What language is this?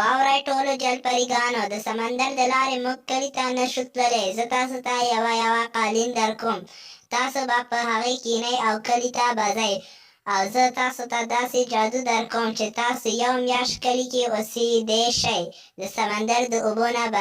Pashto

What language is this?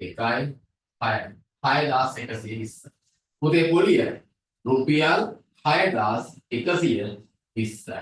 Sinhala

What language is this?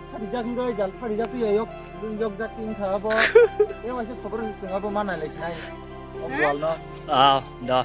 Kok Borok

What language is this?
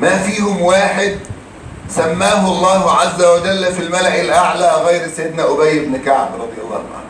Egyptian Arabic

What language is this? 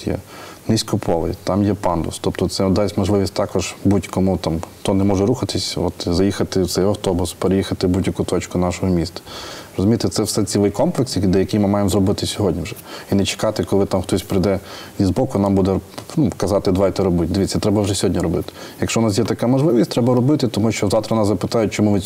Ukrainian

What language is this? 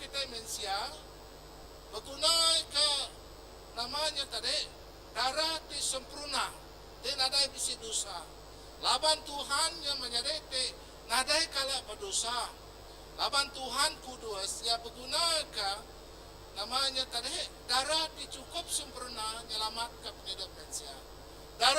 Iban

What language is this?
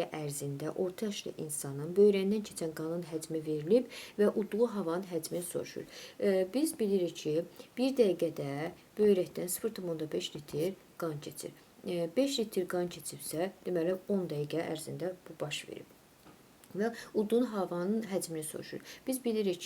Azerbaijani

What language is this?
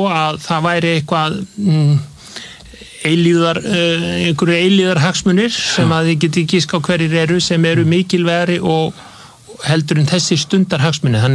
Icelandic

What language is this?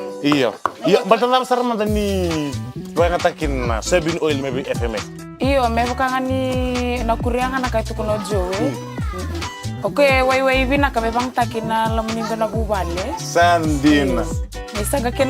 Fijian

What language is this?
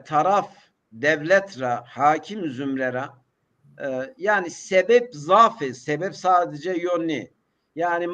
Zaza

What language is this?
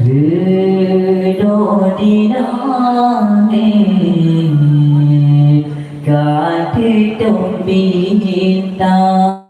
Achinese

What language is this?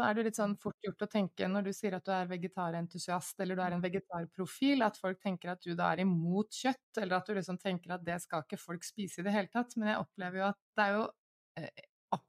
Norwegian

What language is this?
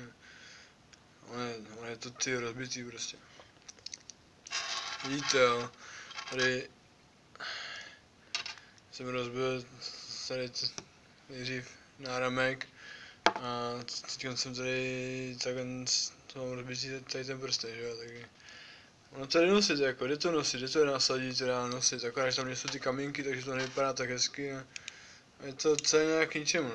Czech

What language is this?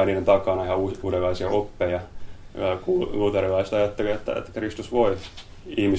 Finnish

